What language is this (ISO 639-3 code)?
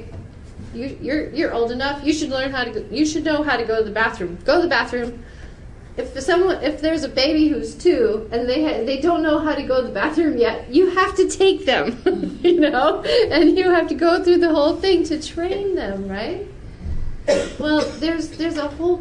eng